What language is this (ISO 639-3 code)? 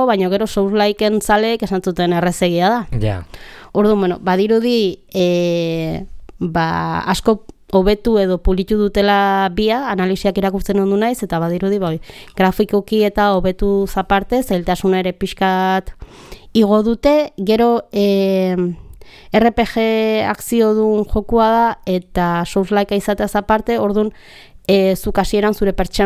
eus